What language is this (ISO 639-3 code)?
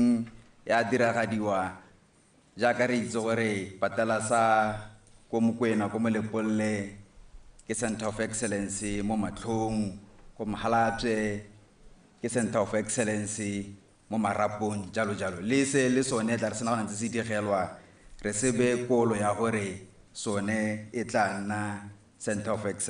tsn